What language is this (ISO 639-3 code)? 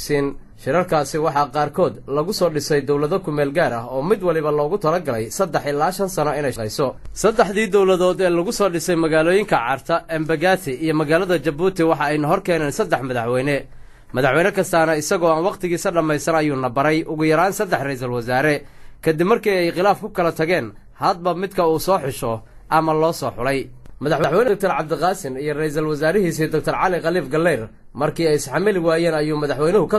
som